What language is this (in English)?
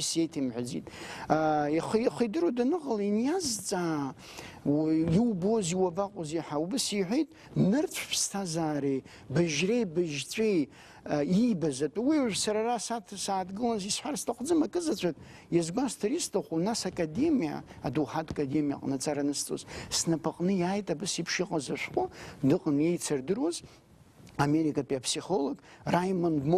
Abkhazian